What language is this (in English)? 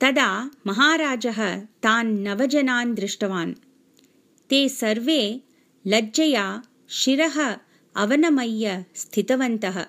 Sanskrit